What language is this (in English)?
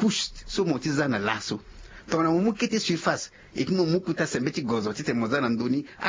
Sango